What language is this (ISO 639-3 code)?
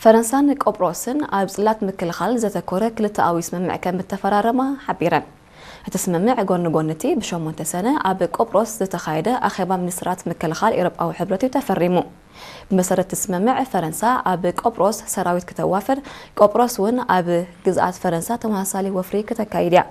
tir